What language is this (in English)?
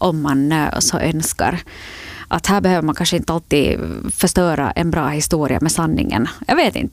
Swedish